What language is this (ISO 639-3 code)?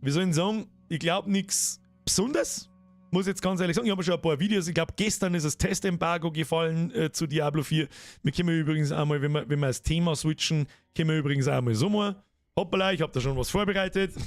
bar